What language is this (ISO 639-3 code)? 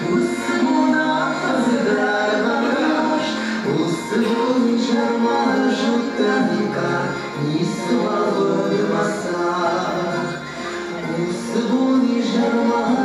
oss